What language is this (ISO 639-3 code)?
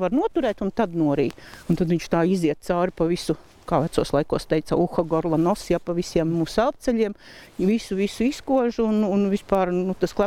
lav